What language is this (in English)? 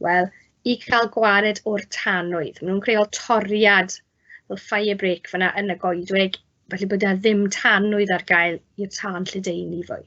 Welsh